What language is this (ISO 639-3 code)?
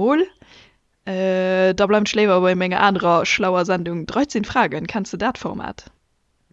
ltz